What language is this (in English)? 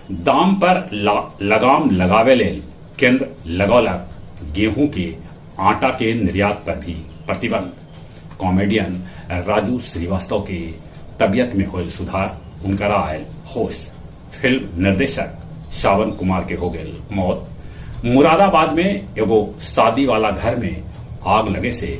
Magahi